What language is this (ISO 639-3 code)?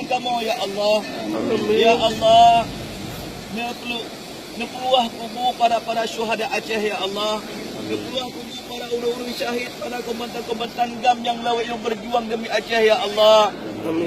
ace